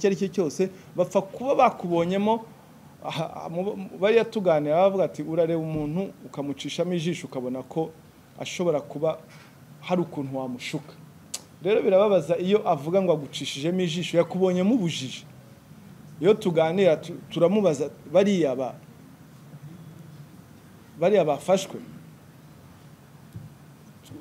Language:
Kinyarwanda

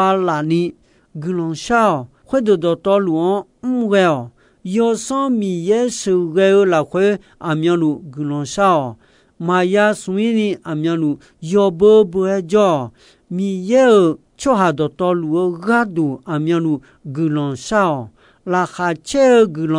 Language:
Akha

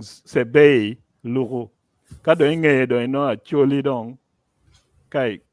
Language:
Acoli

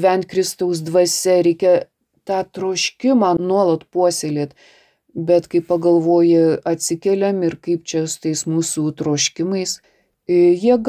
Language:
Lithuanian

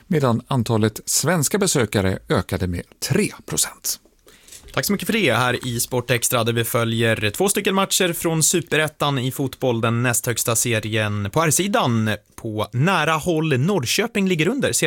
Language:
Swedish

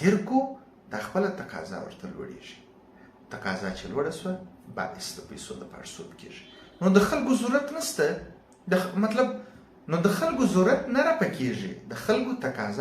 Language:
Pashto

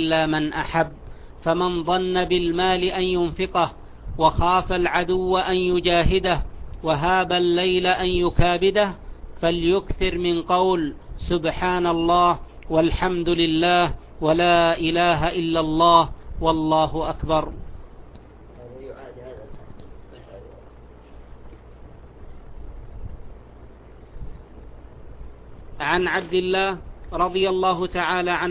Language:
Arabic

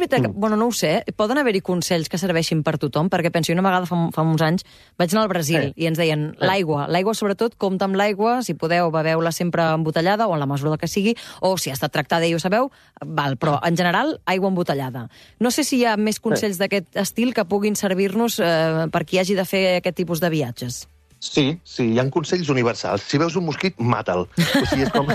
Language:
Catalan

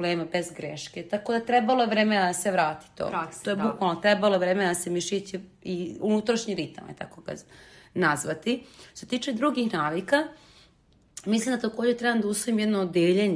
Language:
Serbian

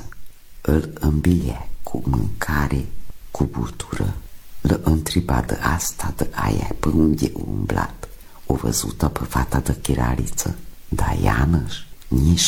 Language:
Romanian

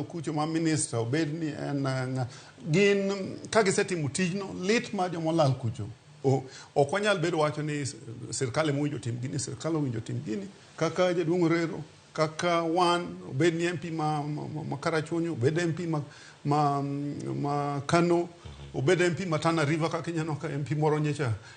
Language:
Luo (Kenya and Tanzania)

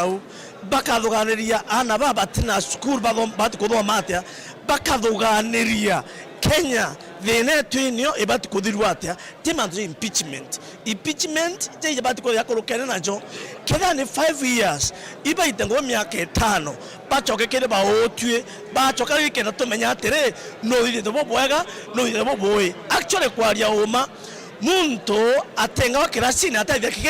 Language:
Meru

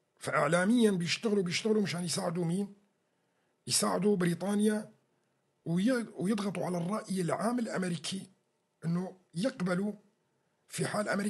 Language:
North Levantine Arabic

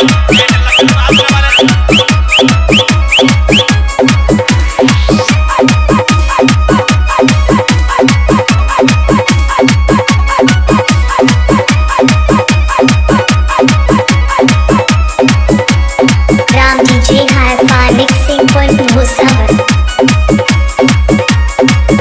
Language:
Bhojpuri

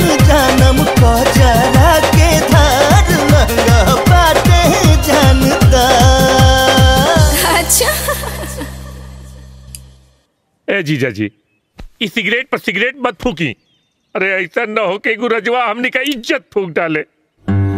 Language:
Bhojpuri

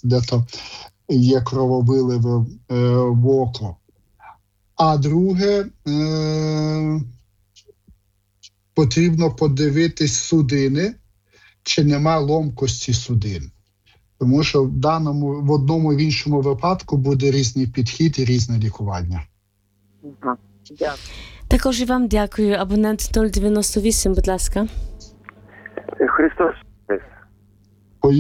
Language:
Ukrainian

